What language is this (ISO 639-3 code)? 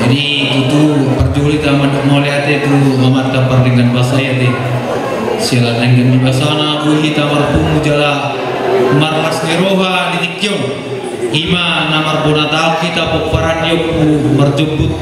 bbc